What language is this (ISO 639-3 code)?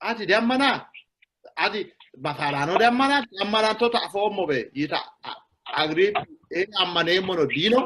sid